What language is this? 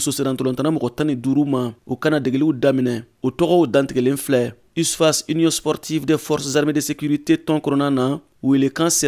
Bambara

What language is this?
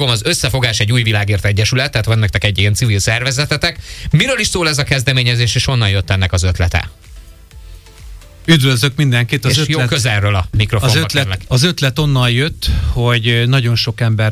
Hungarian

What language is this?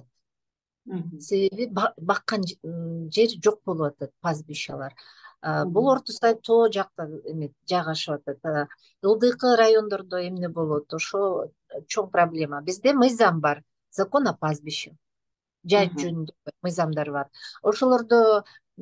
Kyrgyz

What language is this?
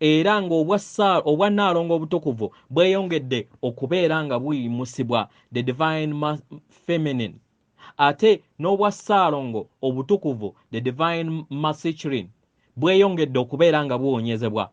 Ganda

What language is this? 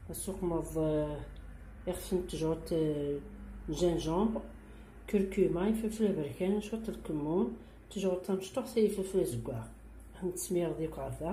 Kabyle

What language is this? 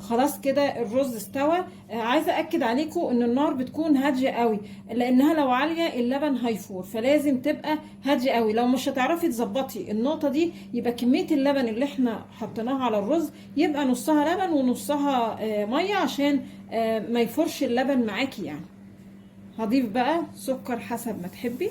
Egyptian Arabic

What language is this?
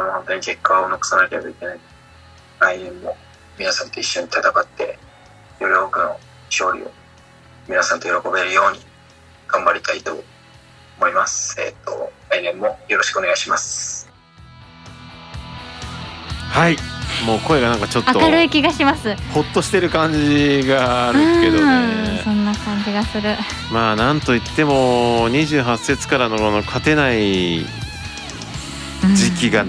Japanese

